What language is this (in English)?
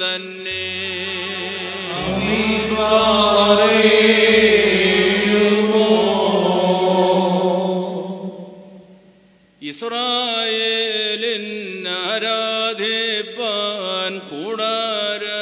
Malayalam